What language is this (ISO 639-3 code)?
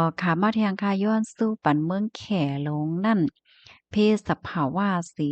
shn